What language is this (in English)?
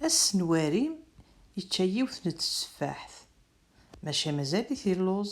Kabyle